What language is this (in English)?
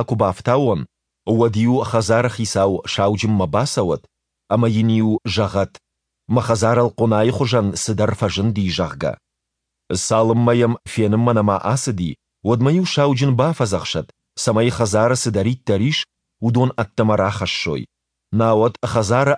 Ossetic